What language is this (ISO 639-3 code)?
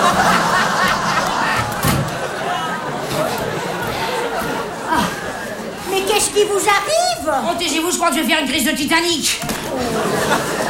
fra